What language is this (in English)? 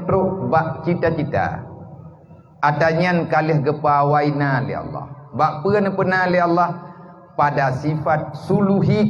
Achinese